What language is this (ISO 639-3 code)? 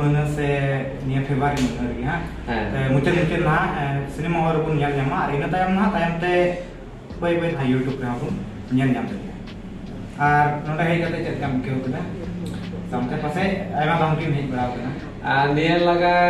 sat